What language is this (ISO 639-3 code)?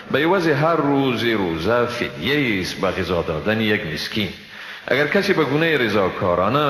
fas